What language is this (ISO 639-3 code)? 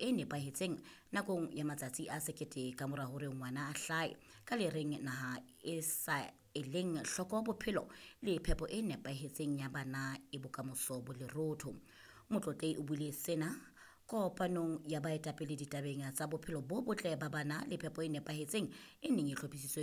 sot